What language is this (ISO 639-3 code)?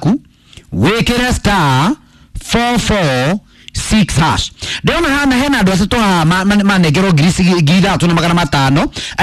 kik